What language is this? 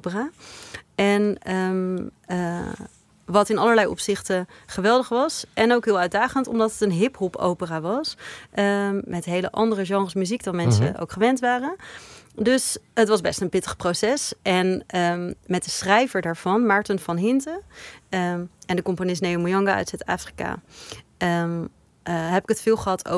Dutch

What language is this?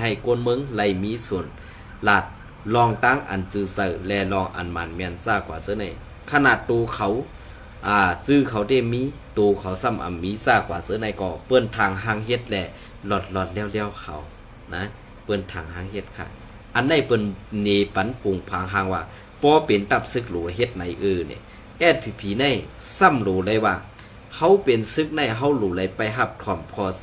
Shan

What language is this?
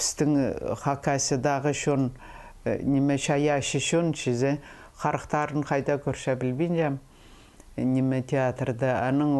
Khakas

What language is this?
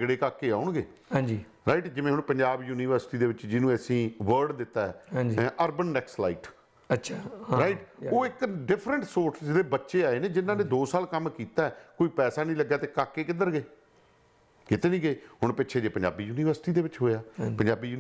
Punjabi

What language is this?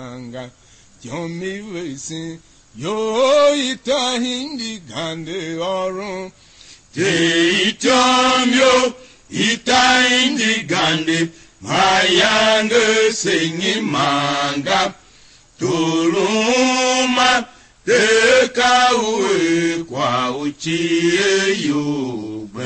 Tiv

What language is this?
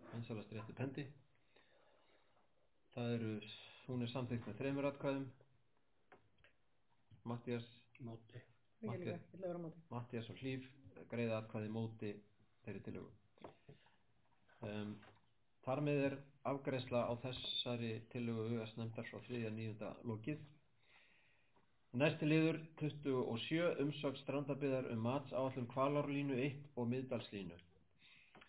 Icelandic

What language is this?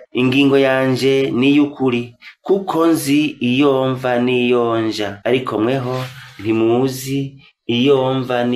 Rundi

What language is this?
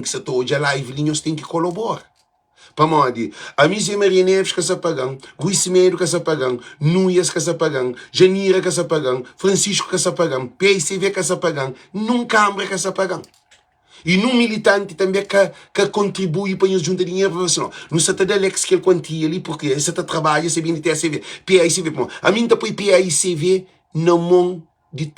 Kabuverdianu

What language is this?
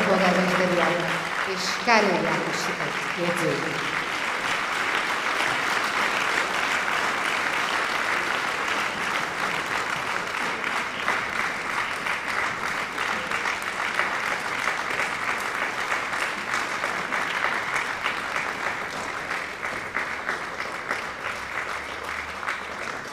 Hungarian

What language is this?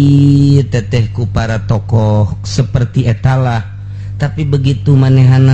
Sundanese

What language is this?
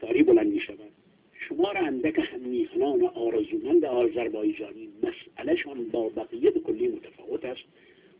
Persian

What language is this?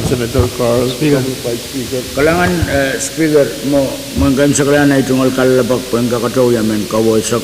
Pohnpeian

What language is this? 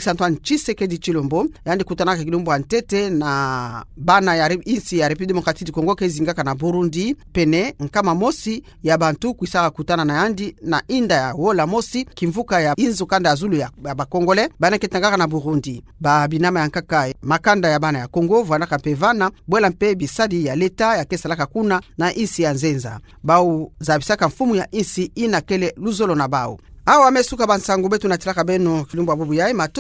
Kituba (Democratic Republic of Congo)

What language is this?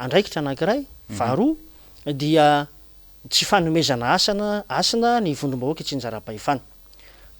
Malagasy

